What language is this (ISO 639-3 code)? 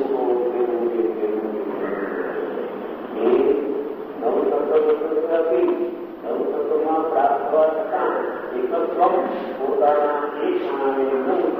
guj